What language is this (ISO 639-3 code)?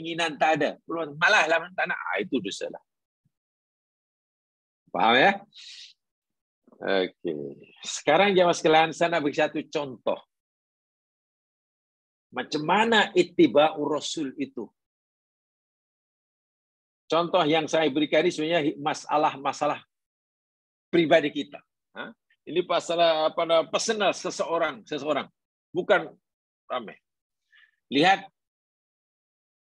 msa